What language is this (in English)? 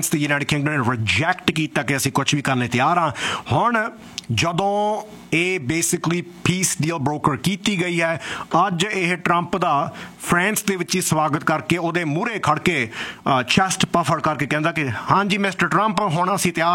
Punjabi